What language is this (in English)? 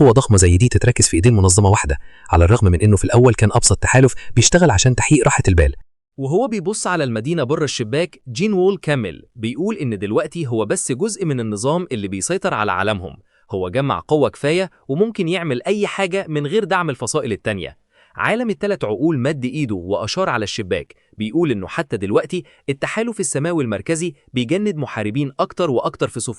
Egyptian Arabic